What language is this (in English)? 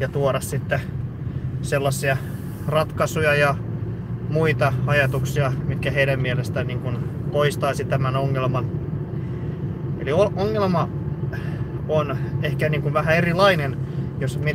Finnish